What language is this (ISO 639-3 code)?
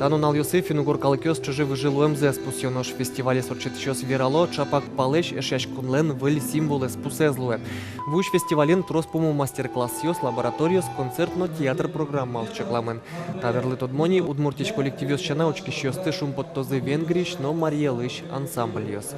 udm